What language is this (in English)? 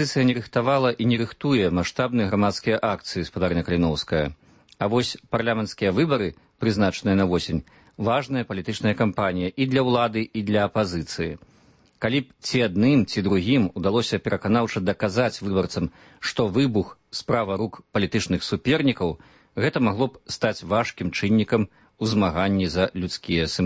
Belarusian